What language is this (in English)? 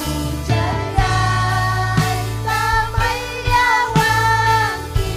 Ayacucho Quechua